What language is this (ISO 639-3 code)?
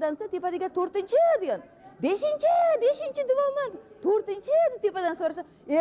uzb